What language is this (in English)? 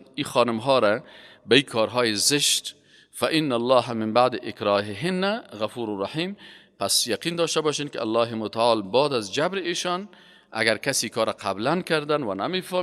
Persian